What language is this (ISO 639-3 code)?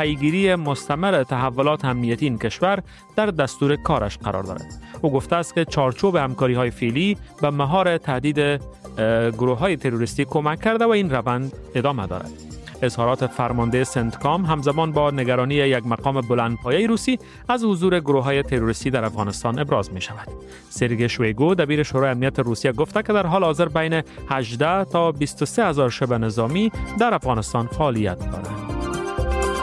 fas